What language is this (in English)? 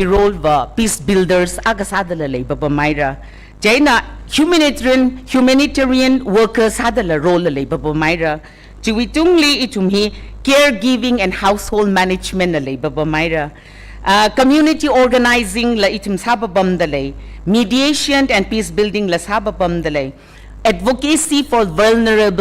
Tangkhul Naga (India)